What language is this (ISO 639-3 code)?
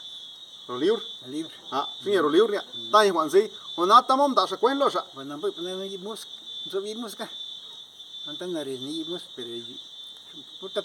zap